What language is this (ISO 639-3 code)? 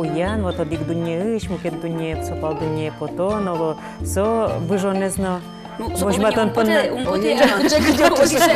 udm